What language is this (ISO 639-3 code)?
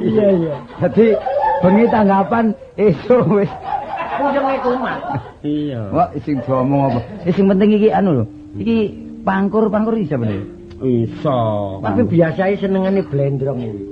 jav